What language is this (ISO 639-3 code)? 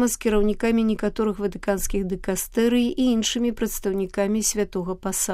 bel